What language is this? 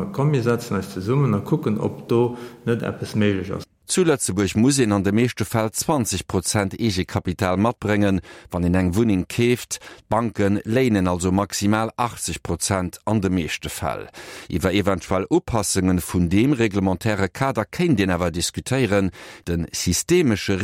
Luxembourgish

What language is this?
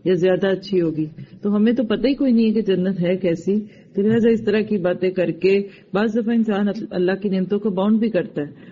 Urdu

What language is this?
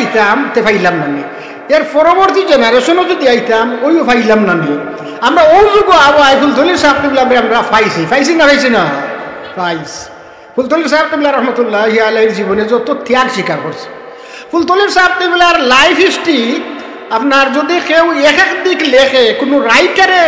Sylheti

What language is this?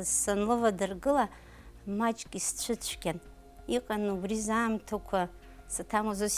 Abkhazian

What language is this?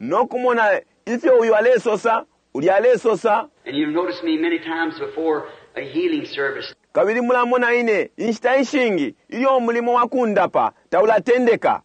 Bemba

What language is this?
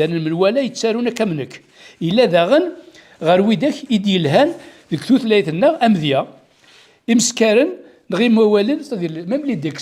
Kabyle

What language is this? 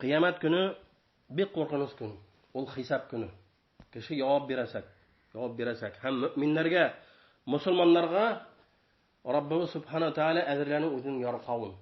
Bashkir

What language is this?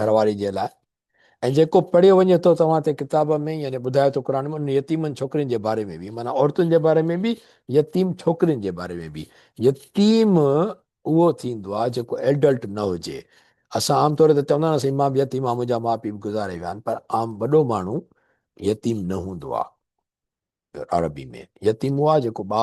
Sindhi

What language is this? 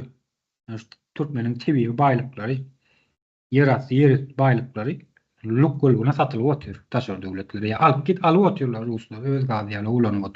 Turkmen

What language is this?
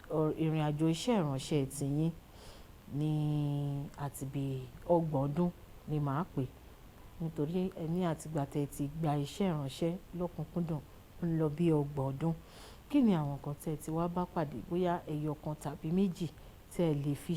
Yoruba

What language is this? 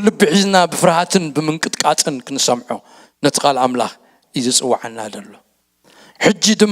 Tigrinya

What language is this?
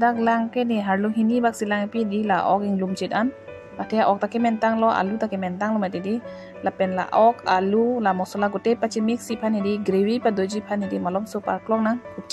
Karbi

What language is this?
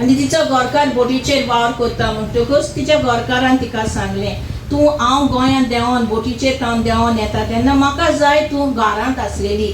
Konkani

